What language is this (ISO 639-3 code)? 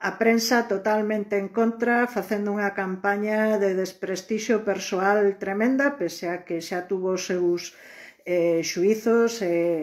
glg